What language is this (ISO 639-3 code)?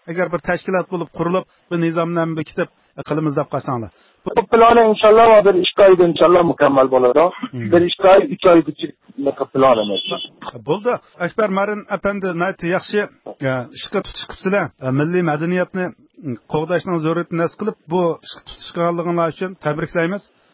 uig